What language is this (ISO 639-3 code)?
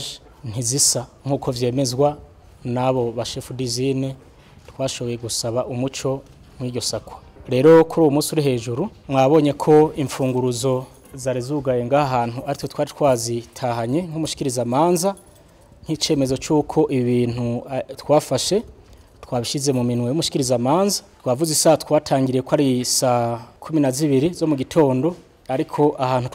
run